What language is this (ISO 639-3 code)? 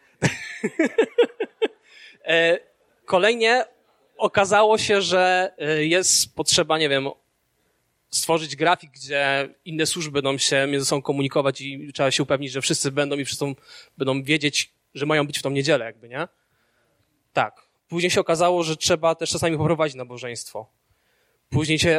pol